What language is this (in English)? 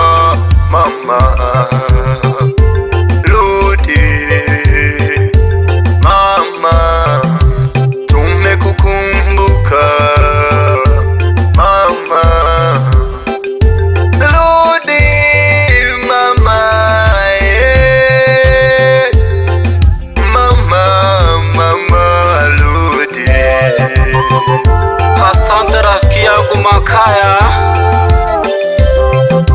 Swahili